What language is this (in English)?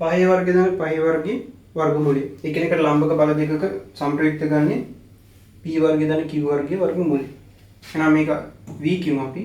Sinhala